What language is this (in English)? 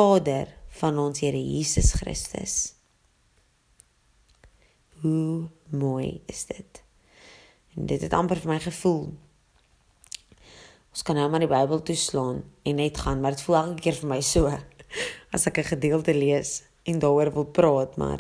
Afrikaans